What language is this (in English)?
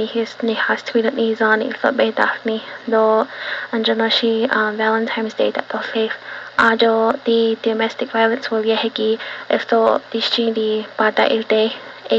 Navajo